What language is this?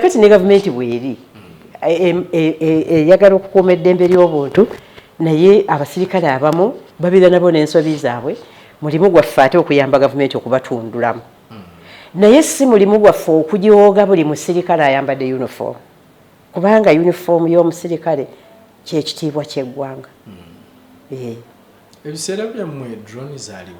Ganda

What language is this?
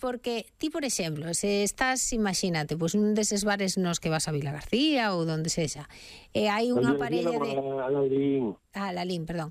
Galician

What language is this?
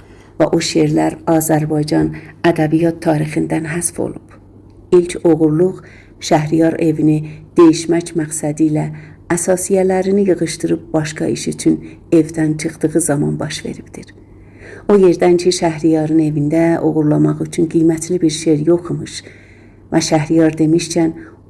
South Azerbaijani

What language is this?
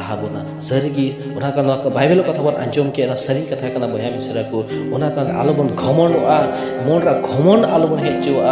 Santali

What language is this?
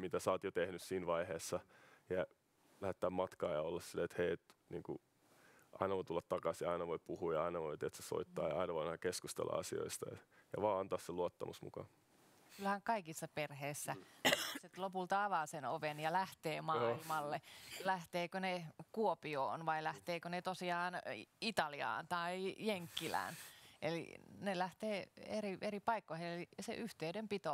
Finnish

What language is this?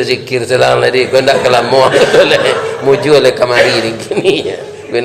Minangkabau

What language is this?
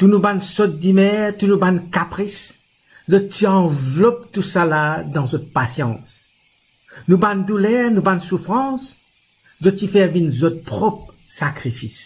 Morisyen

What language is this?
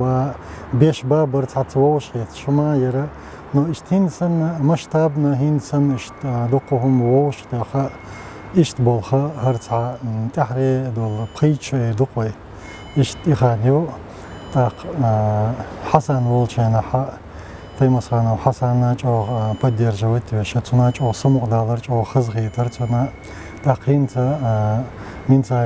Chechen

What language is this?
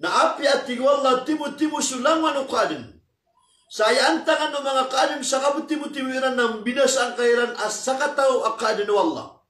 Maranao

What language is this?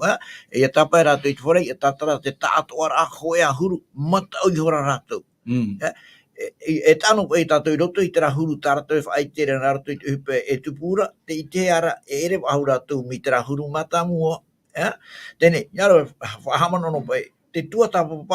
Tahitian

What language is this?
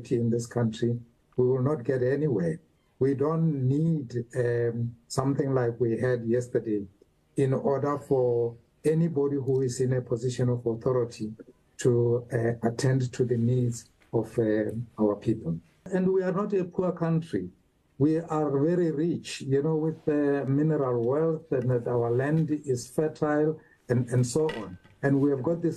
English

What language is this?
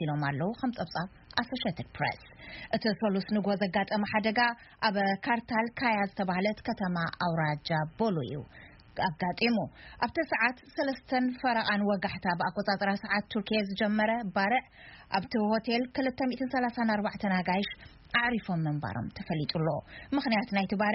Tigrinya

